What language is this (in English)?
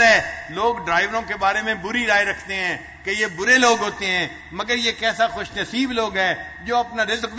Urdu